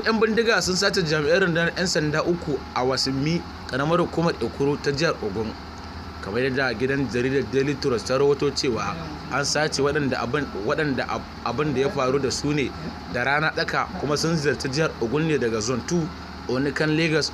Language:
Hausa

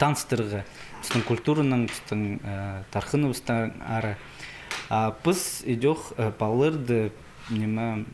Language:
Khakas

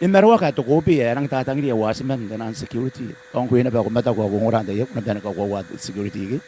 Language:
Gilbertese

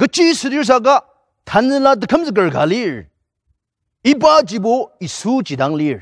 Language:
Ao Naga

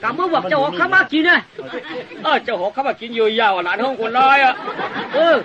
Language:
Shan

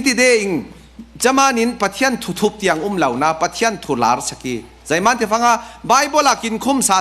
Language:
Falam Chin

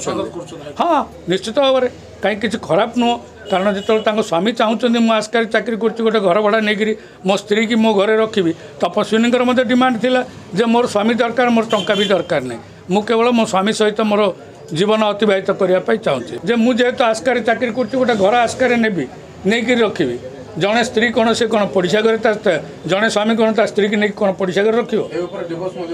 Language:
Odia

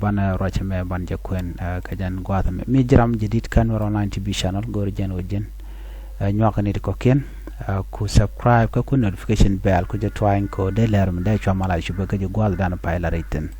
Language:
Nuer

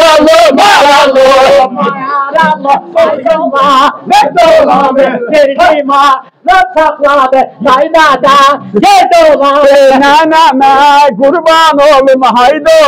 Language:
South Azerbaijani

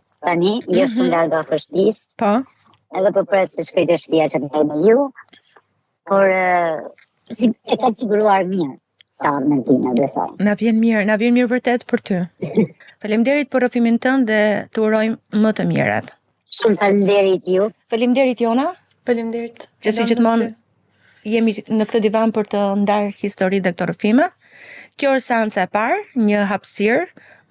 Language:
Albanian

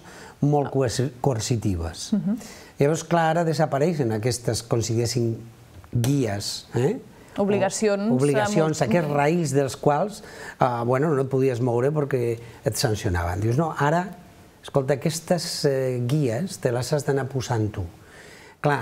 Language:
Catalan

